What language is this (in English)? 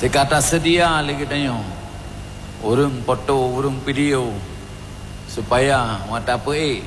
Achinese